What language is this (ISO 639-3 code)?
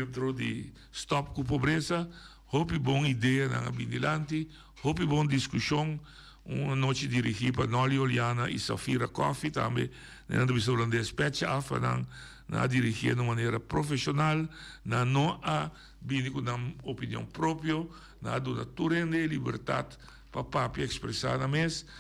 pap